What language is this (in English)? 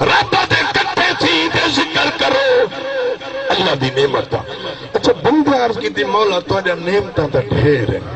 Saraiki